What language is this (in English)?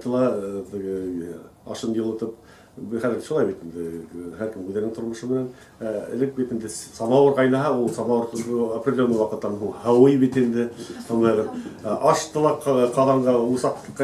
Bashkir